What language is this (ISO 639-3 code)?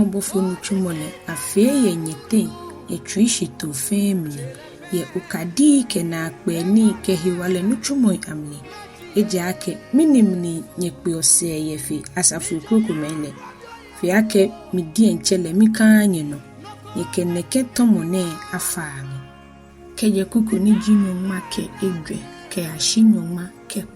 gaa